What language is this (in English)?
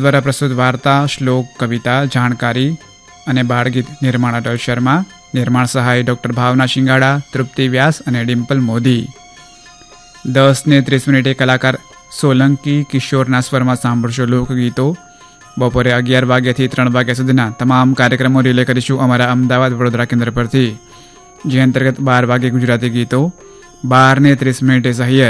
Gujarati